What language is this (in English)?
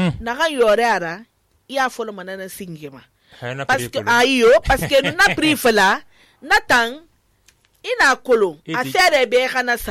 Susu